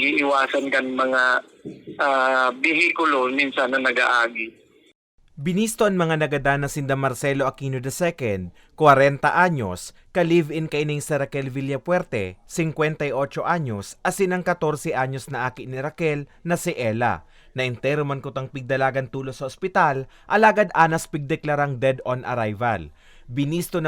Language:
Bikol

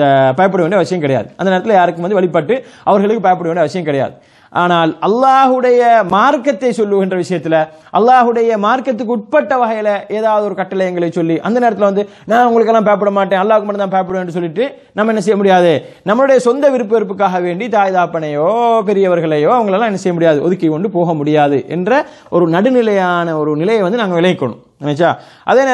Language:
Tamil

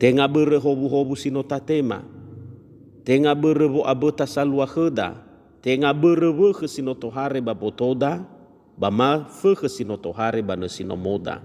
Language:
Nias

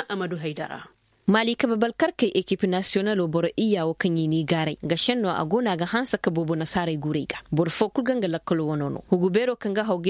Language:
Koyraboro Senni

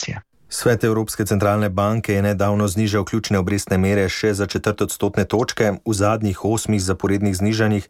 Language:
Slovenian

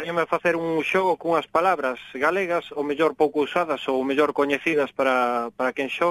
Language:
Galician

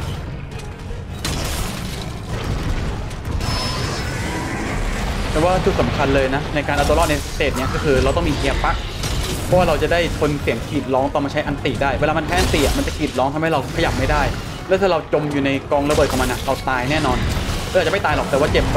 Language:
Thai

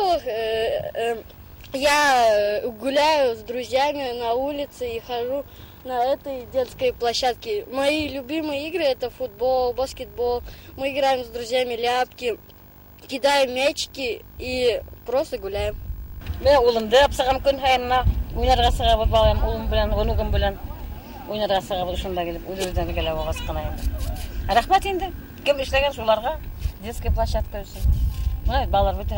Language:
Bashkir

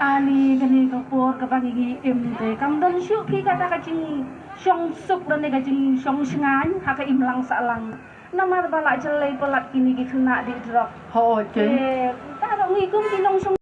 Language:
Khasi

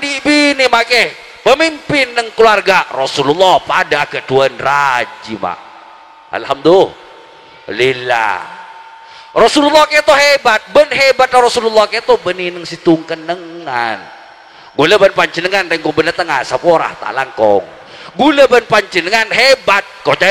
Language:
Madurese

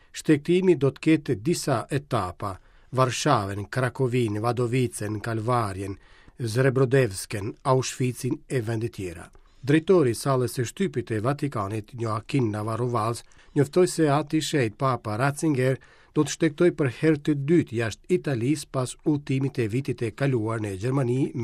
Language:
Albanian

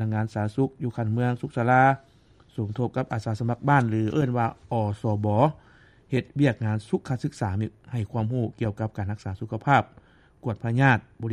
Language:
Lao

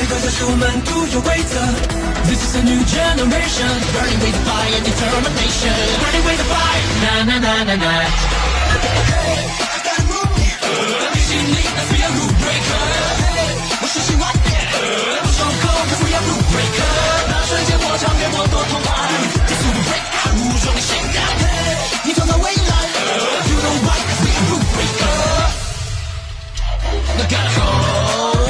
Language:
Chinese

